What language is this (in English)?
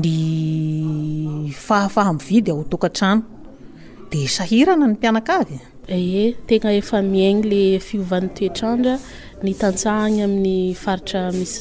Malagasy